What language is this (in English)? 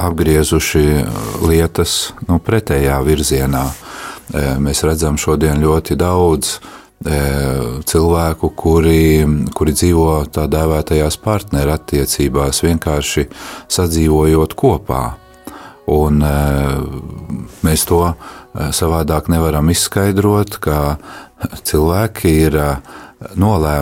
Latvian